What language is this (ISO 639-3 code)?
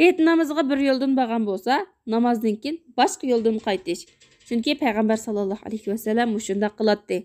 uig